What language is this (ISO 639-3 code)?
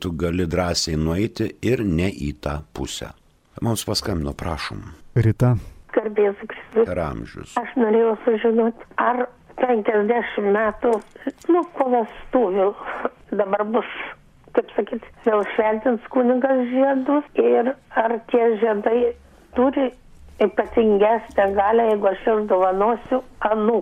lit